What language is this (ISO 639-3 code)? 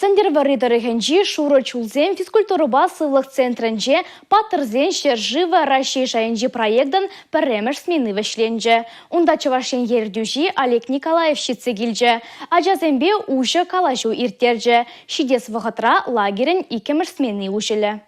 chv